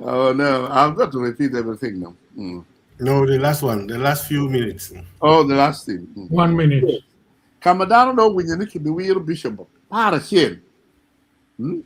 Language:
Acoli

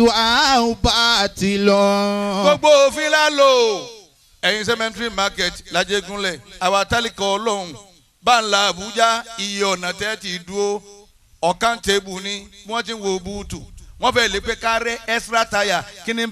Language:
Yoruba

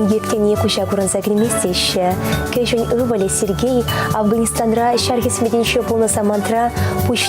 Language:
Chuvash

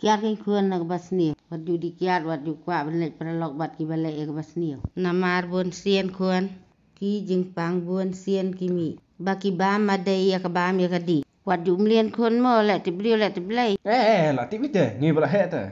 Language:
Khasi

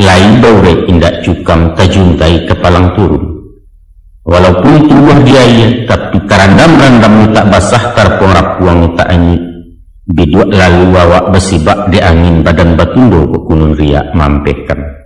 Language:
Minangkabau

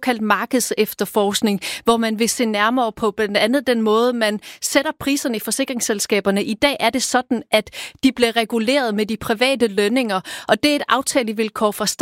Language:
Danish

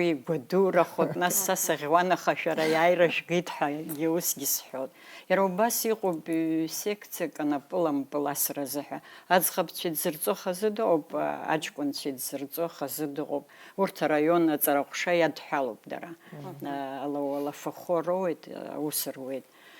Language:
Abkhazian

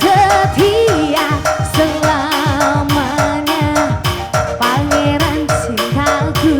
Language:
Batak Karo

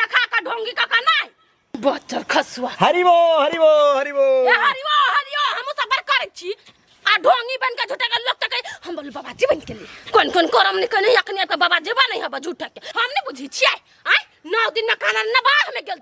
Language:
Maithili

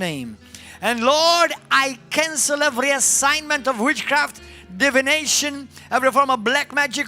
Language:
English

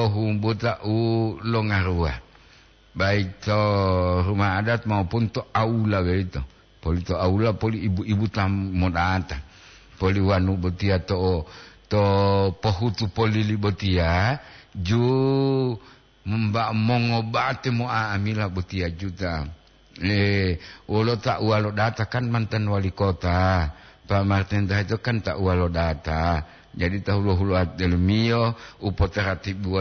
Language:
Gorontalo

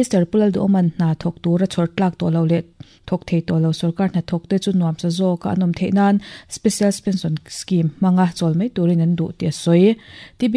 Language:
Mizo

